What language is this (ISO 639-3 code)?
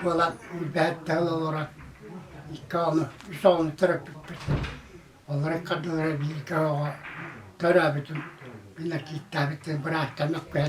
sah